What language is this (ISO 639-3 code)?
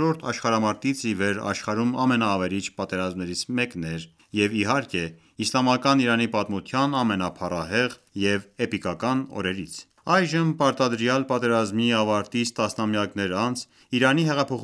hye